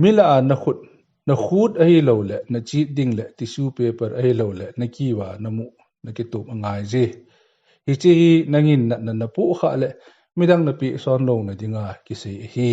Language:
Thado Chin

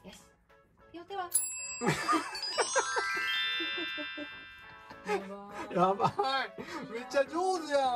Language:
Japanese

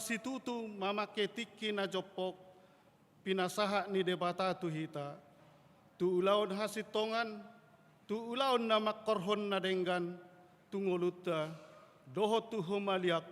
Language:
Batak Toba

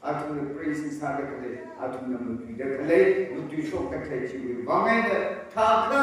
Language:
Tangkhul Naga (India)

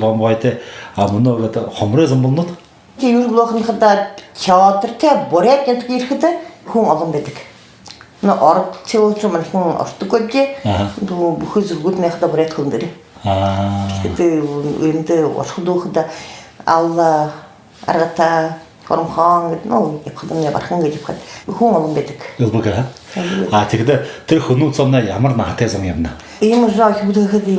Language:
Buriat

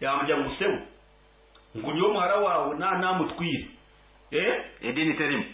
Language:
Nyankole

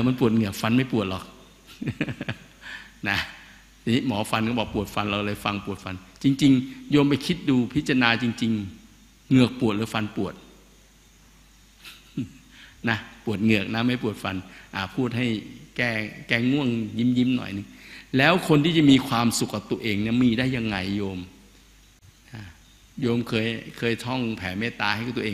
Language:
Thai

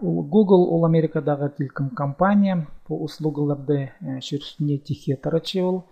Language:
Khakas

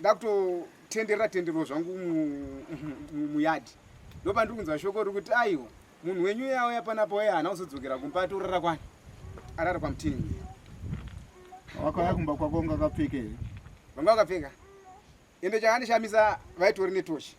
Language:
Shona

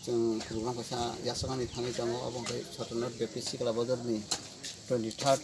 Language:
Kok Borok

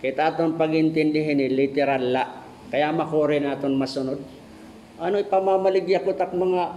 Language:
Waray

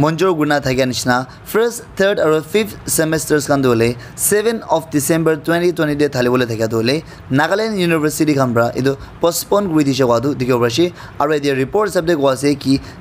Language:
Naga Pidgin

